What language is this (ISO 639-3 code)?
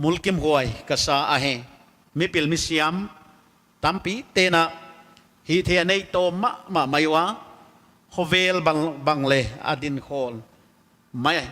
pck